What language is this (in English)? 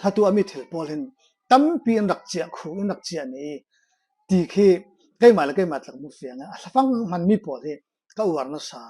Falam Chin